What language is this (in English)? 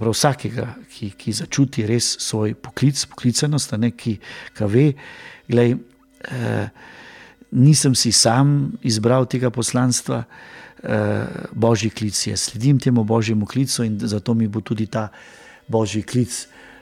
Slovenian